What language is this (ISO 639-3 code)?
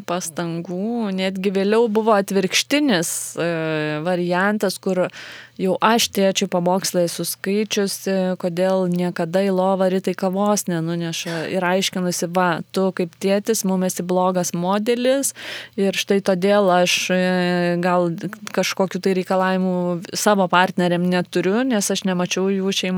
lit